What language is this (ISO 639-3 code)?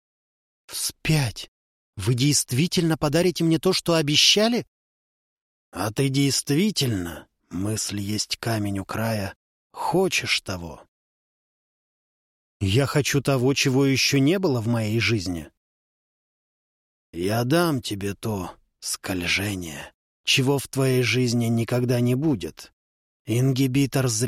rus